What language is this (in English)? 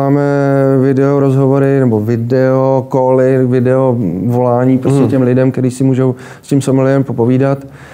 Czech